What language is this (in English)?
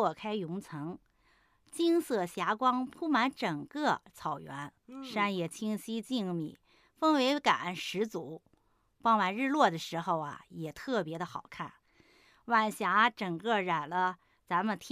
Chinese